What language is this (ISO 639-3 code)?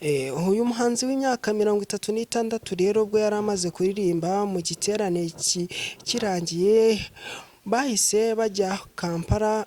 kin